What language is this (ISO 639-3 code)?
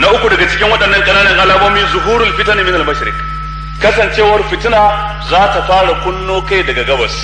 hau